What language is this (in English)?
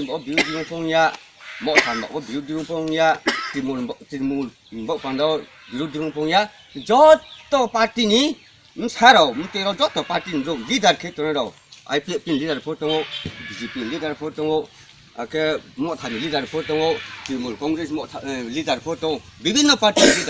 Riang (India)